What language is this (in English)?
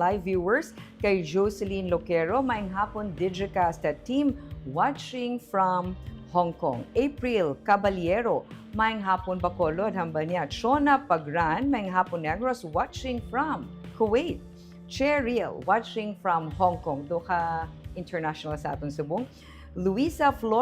Hiligaynon